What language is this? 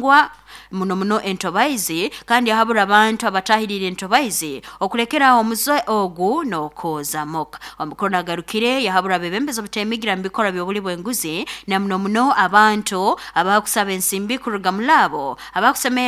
Nyoro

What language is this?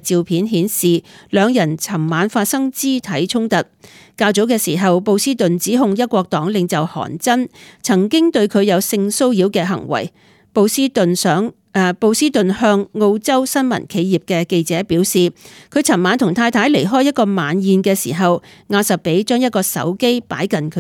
Cantonese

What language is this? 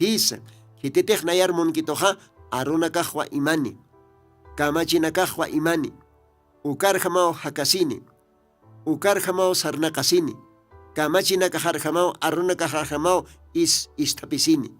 Aymara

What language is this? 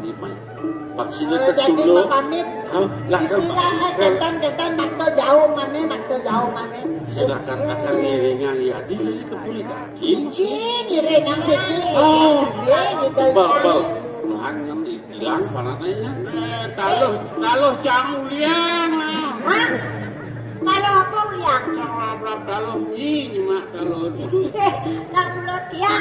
Balinese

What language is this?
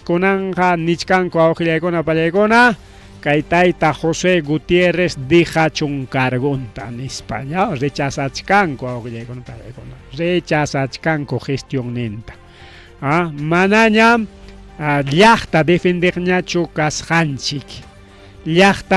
Ayacucho Quechua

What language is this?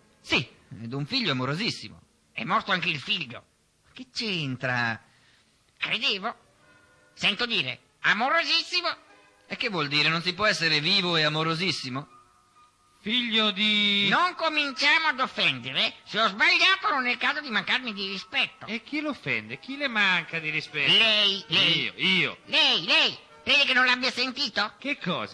Italian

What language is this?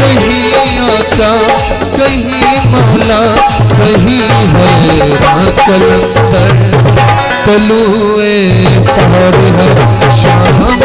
Saraiki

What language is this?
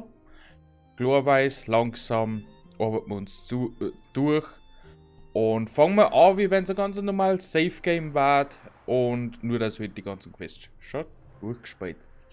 Bavarian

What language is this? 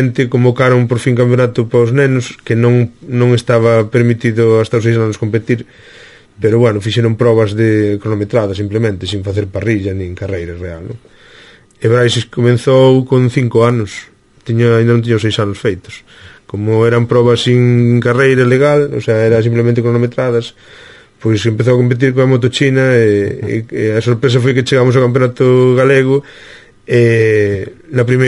Galician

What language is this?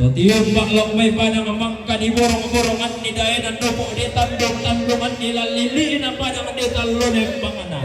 Toraja-Sa'dan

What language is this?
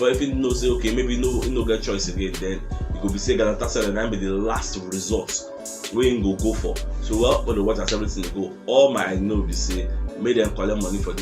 Nigerian Pidgin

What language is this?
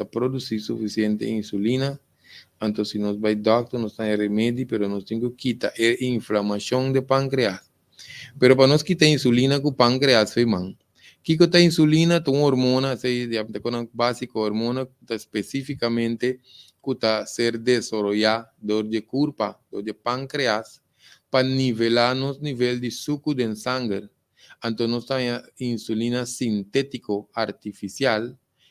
Papiamento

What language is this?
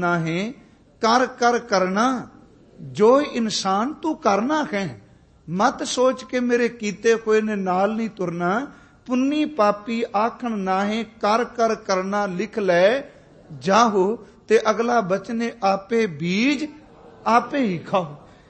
Punjabi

